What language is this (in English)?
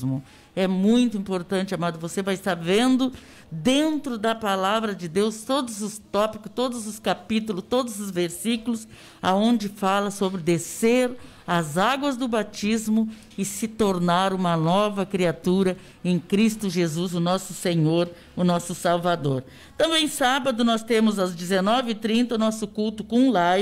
Portuguese